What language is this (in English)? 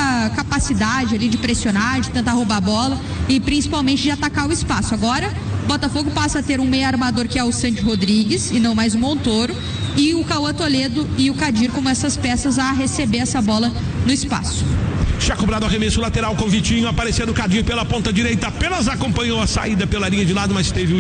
Portuguese